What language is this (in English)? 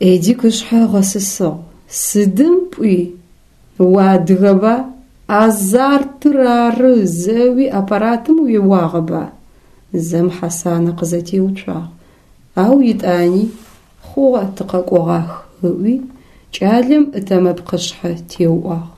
Adyghe